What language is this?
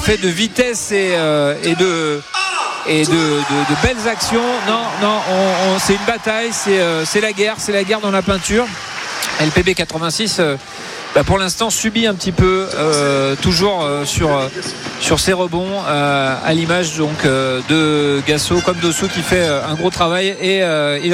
French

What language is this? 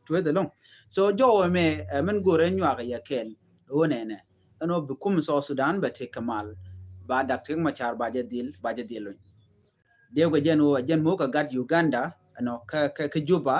Nuer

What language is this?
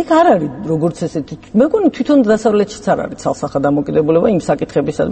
Georgian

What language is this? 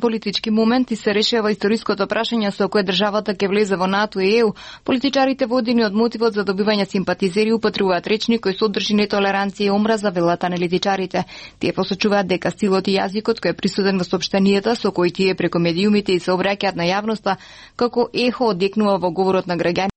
Macedonian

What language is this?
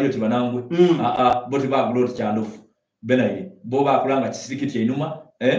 Soga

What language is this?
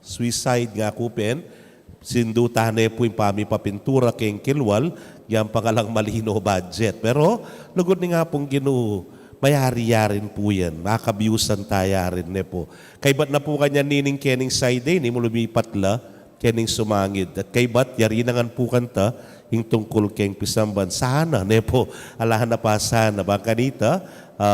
Pampanga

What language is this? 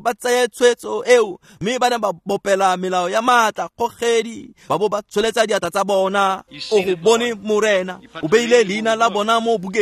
Tswana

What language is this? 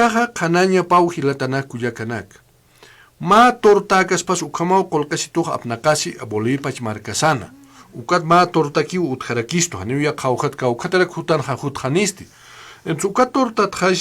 Aymara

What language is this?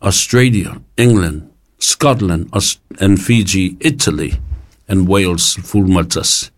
Samoan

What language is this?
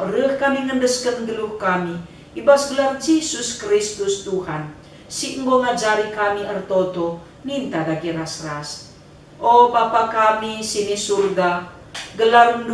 Batak Karo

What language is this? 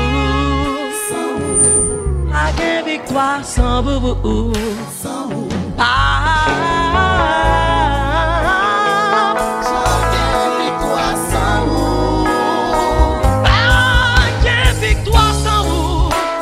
French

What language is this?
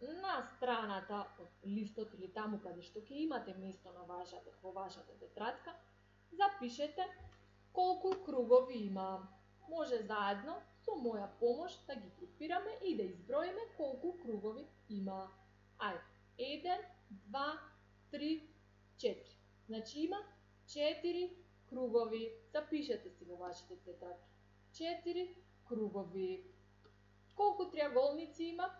Macedonian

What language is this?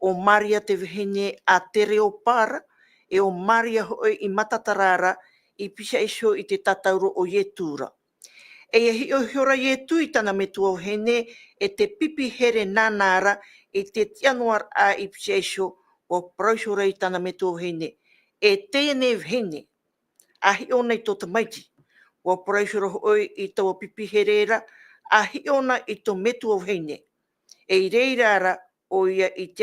Tahitian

